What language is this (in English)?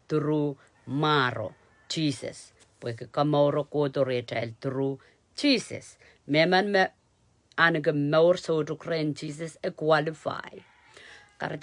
Pohnpeian